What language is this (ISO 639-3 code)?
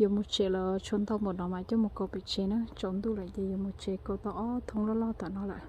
hmn